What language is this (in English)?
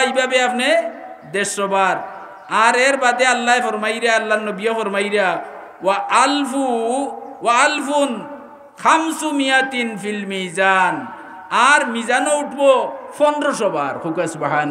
Sylheti